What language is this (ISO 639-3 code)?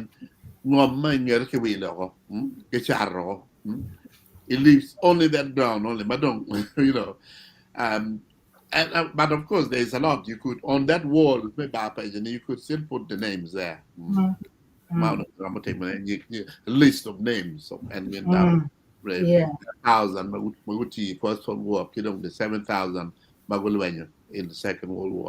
ach